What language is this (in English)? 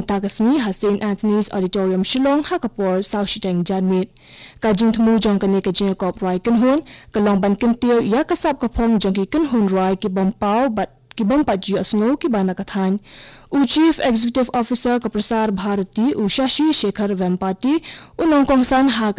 Khasi